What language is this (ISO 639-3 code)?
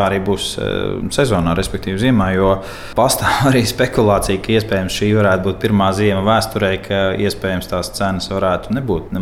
lav